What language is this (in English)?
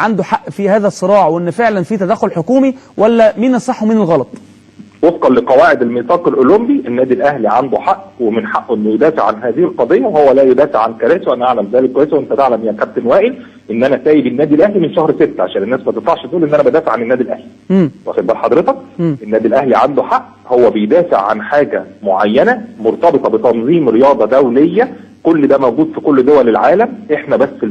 Egyptian Arabic